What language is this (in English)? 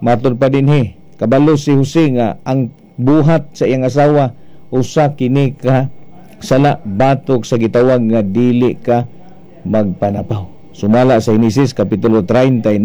Cebuano